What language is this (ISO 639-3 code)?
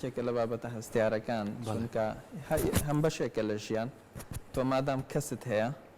ckb